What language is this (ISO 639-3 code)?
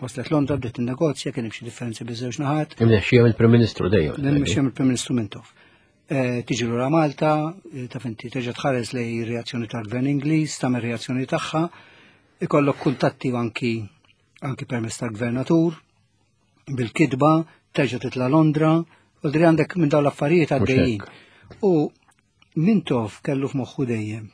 mlt